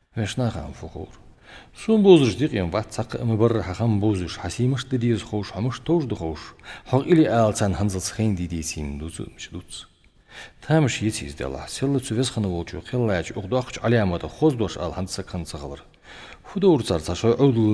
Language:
Ingush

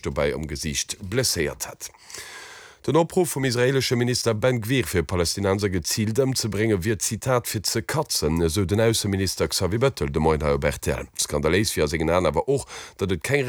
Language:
Luxembourgish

